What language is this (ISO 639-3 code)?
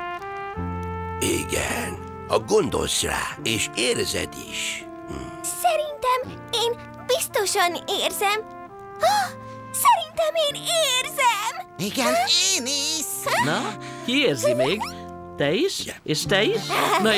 hun